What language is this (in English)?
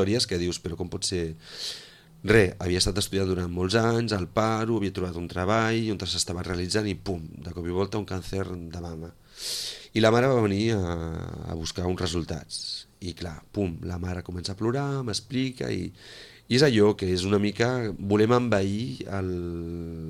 Catalan